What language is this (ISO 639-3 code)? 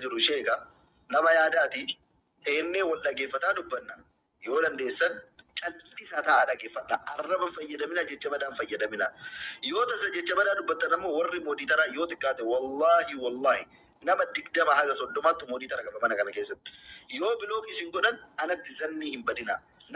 orm